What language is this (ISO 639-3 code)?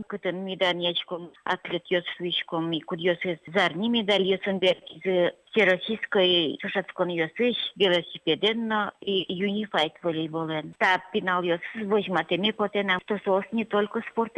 udm